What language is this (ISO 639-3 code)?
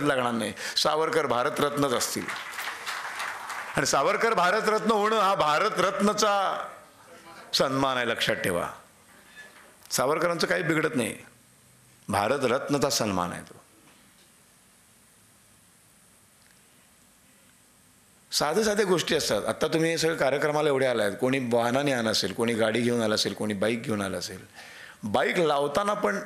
mar